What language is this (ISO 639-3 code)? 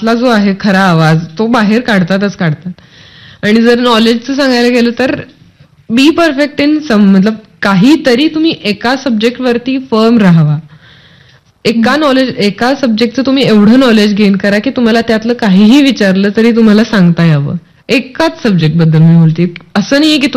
mar